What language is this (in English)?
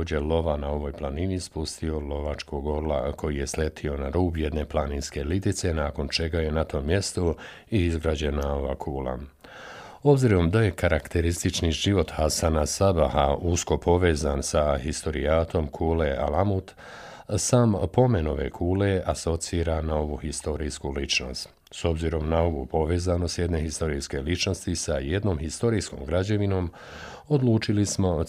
Bosnian